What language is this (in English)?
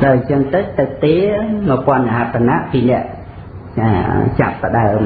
Khmer